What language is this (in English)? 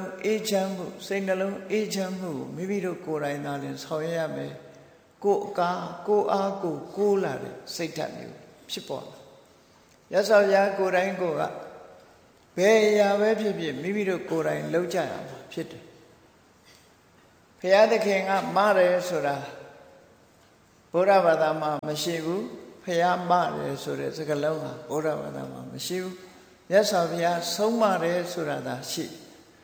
Burmese